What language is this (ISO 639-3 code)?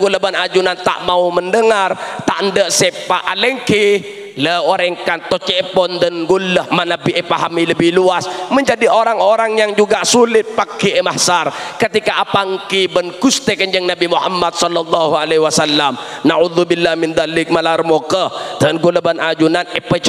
mad